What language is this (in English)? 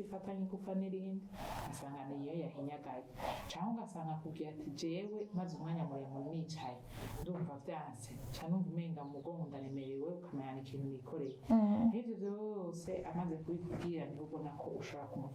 Rundi